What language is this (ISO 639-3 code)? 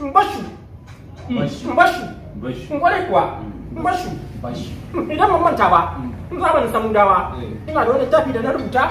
hau